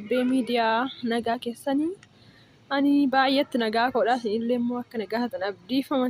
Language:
Oromo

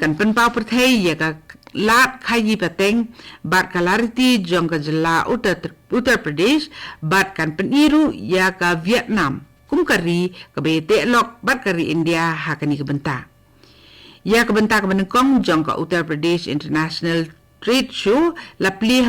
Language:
Khasi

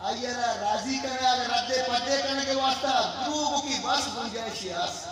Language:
Eastern Balochi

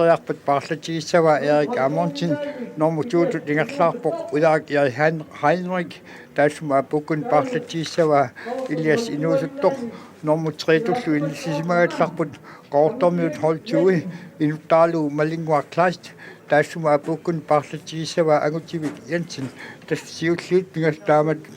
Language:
Kalaallisut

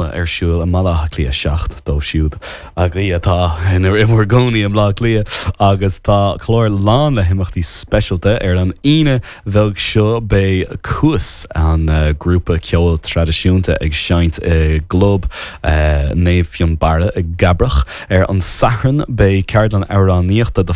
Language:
Irish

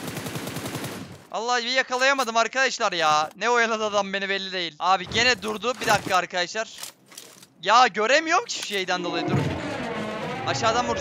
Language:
Turkish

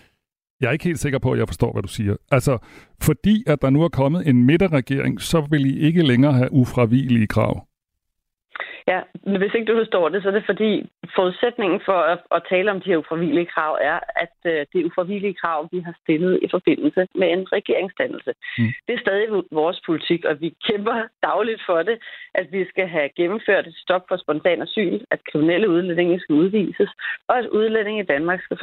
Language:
Danish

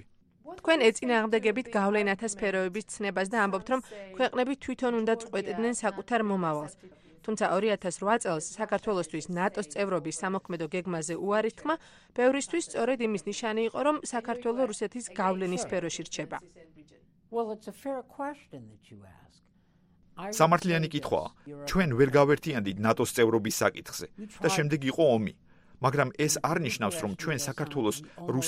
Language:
Georgian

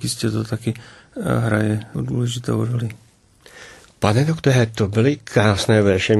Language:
Czech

